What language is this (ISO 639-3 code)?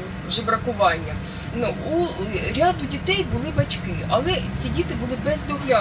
ukr